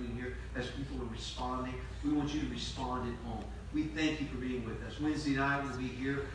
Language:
English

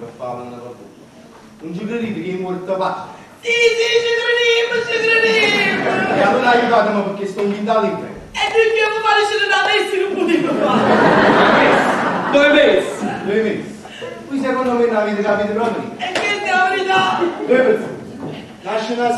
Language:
Neapolitan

